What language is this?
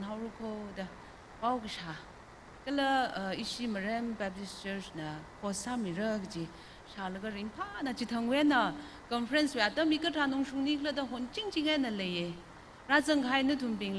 Tangkhul Naga (India)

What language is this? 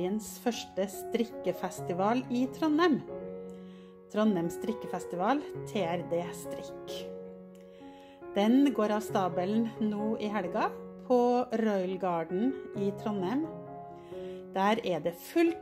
Norwegian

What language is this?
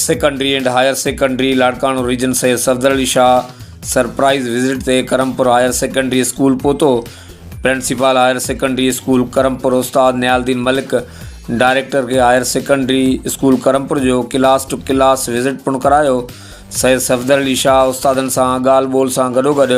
Sindhi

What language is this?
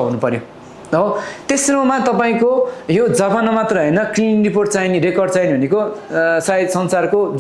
Nepali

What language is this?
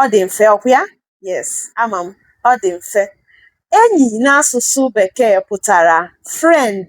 Igbo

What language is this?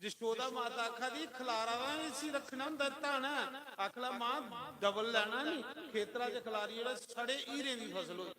Dogri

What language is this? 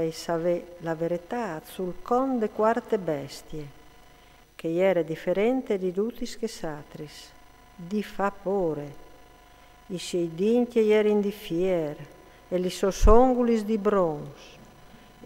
Friulian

